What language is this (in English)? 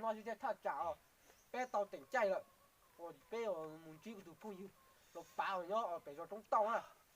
Hmong